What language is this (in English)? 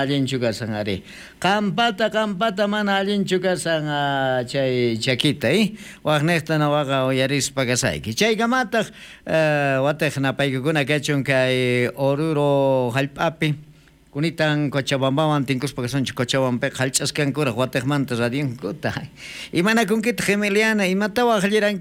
South Bolivian Quechua